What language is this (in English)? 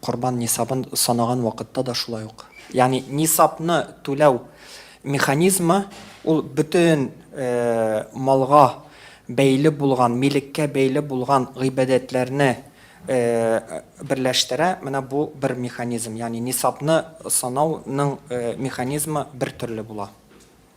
Tatar